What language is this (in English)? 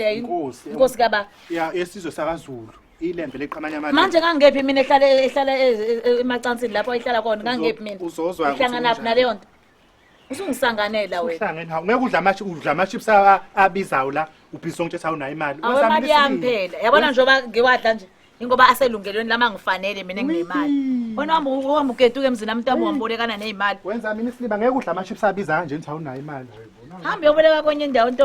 Zulu